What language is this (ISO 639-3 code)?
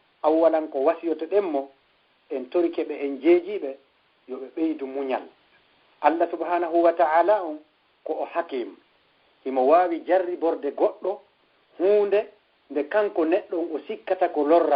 ful